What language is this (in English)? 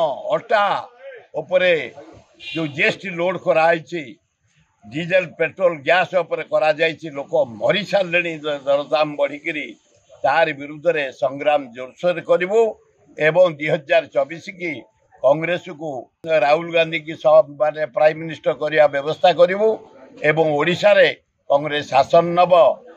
Odia